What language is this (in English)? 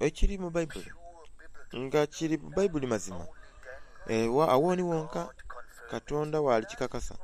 Soga